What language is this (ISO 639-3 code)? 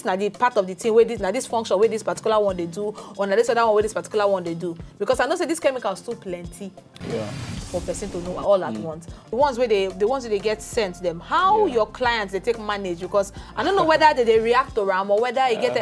pcm